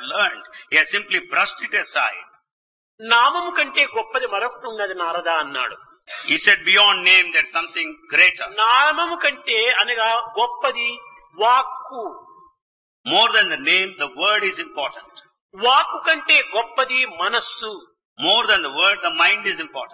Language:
Telugu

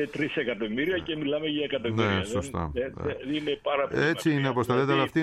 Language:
Greek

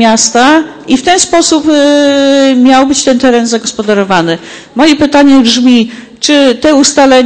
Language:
Polish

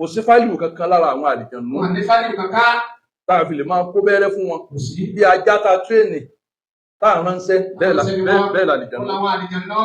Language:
Yoruba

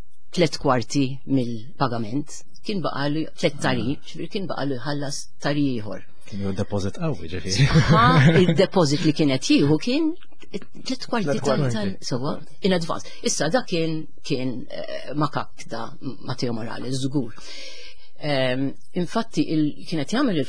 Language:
Maltese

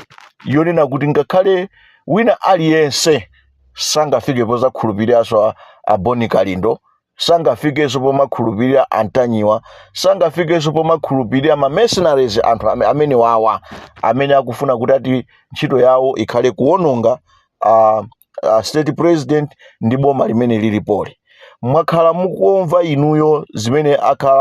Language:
Nyanja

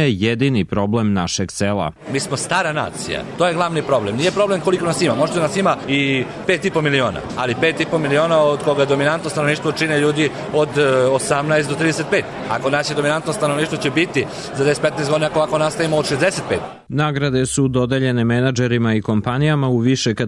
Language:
Serbian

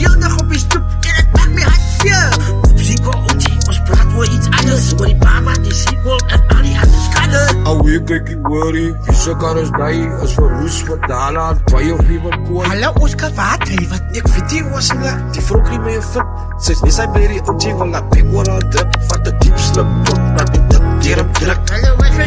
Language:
Afrikaans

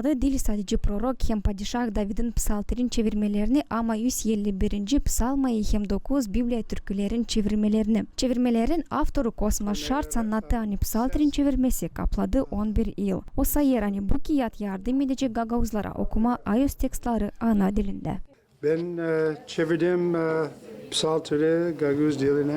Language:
Gagauz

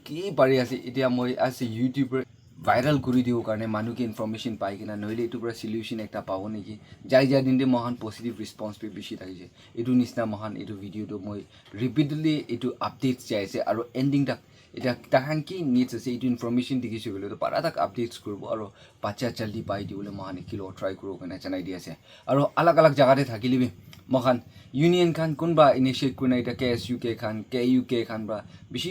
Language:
Naga Pidgin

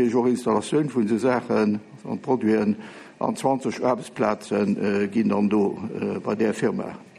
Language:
Luxembourgish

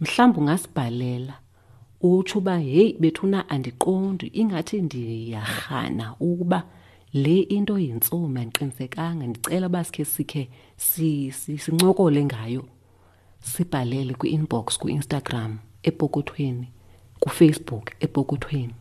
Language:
Xhosa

